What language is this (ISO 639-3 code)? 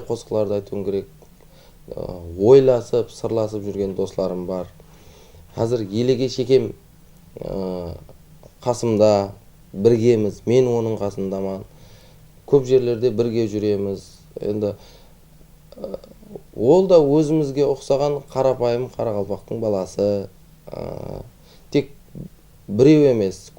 kaa